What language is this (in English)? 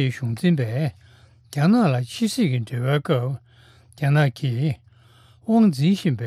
Tibetan